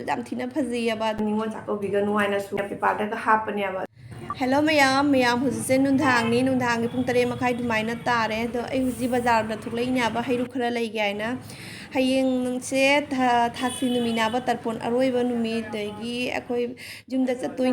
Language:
Manipuri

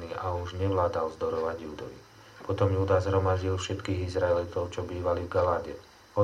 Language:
Slovak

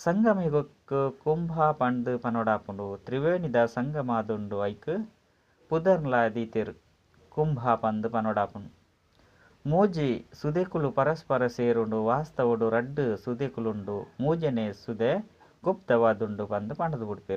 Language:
Tulu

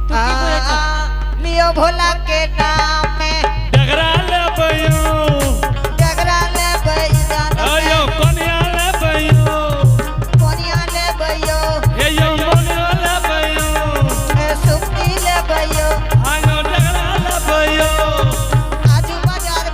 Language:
Angika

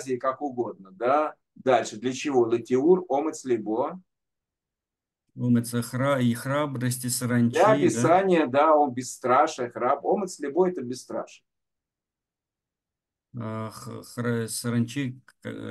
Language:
Russian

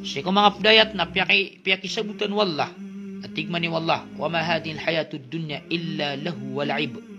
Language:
Maranao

